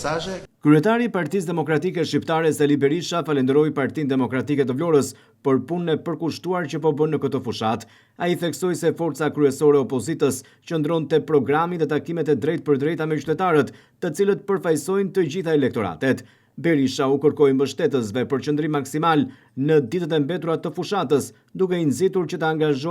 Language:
Albanian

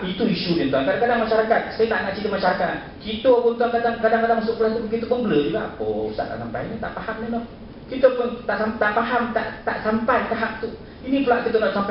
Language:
Malay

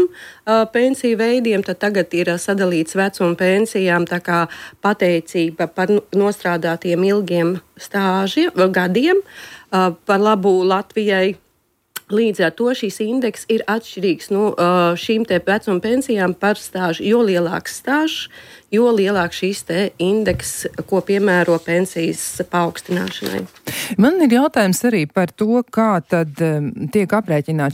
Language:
Latvian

